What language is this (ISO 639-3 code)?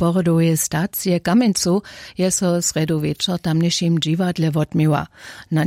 hsb